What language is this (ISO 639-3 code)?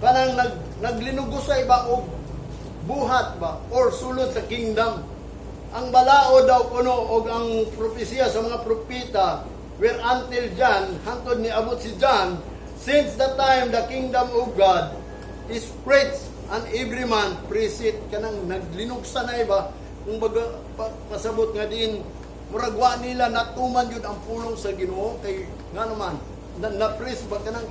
ceb